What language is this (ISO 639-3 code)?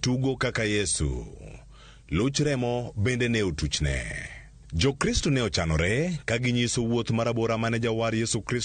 luo